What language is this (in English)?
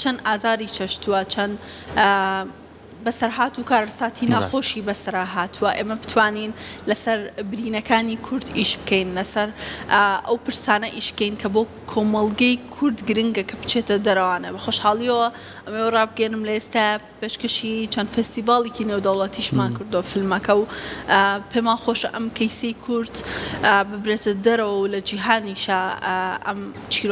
Central Kurdish